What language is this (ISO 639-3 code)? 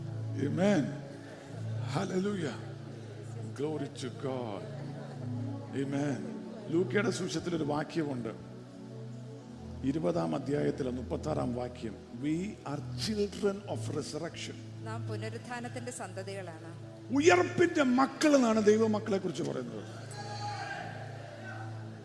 mal